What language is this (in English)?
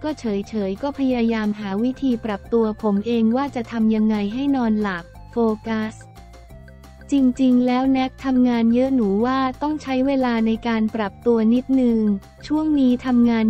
Thai